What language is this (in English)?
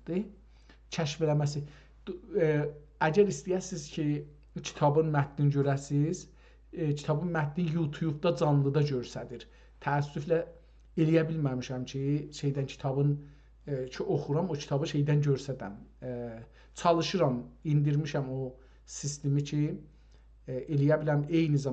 South Azerbaijani